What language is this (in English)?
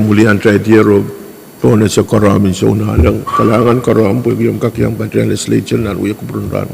Pohnpeian